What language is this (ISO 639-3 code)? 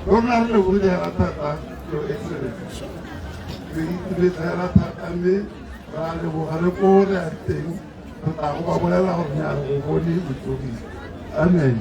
tsn